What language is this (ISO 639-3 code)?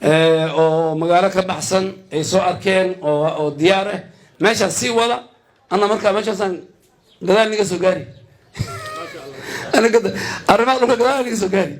som